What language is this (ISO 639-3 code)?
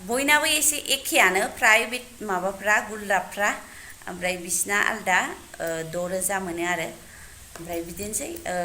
brx